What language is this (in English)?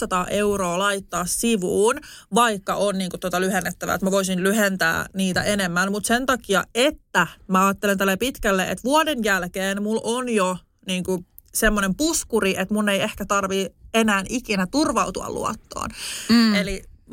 Finnish